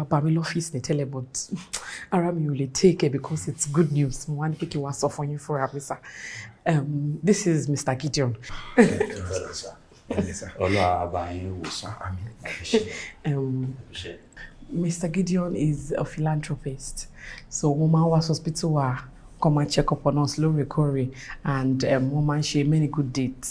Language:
Yoruba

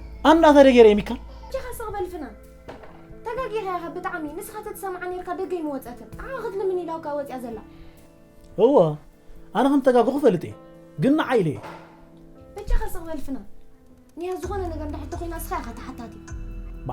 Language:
Tigrinya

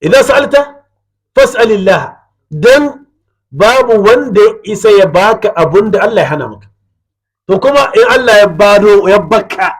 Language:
Hausa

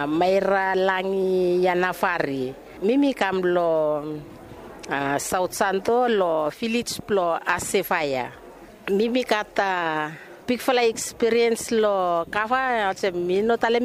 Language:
Bislama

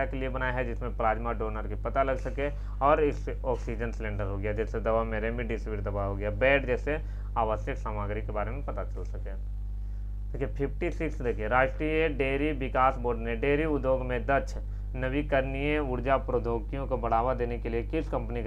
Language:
Hindi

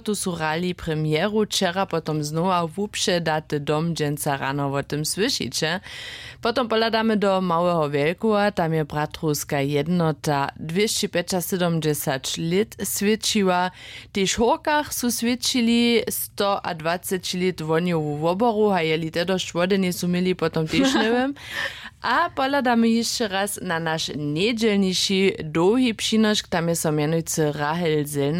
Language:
Upper Sorbian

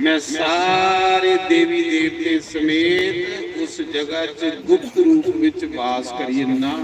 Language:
Dogri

